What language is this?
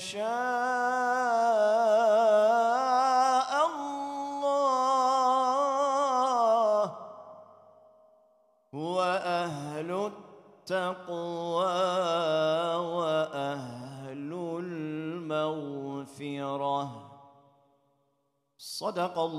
Turkish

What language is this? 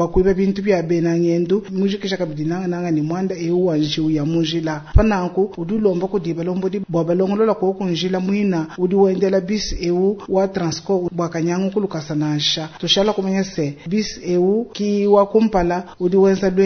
Luba-Lulua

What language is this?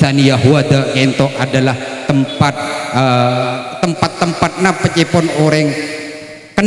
Madurese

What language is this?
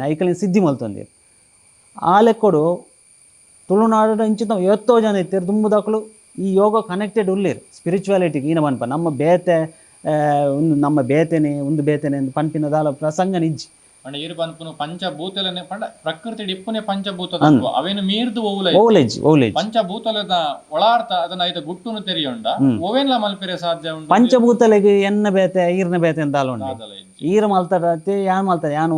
Tulu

